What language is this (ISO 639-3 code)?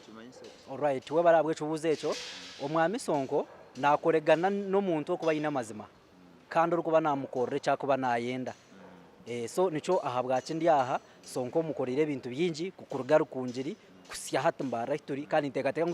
nyn